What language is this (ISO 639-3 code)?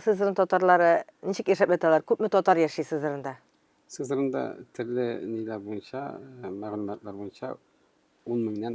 tat